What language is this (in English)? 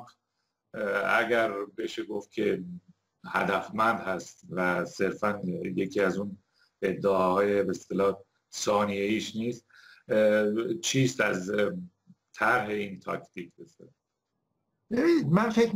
Persian